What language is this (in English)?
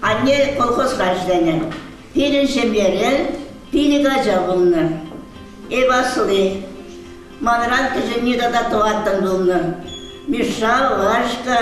Chuvash